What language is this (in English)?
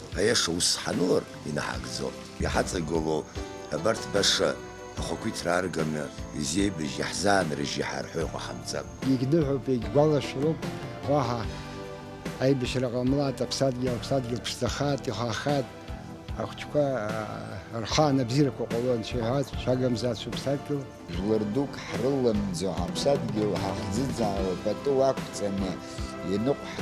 Abkhazian